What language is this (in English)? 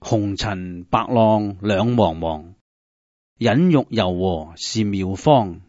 Cantonese